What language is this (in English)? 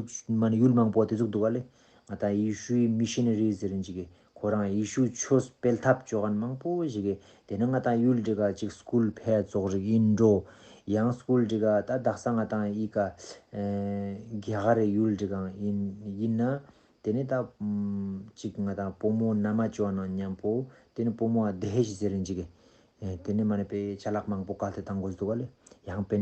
Ladakhi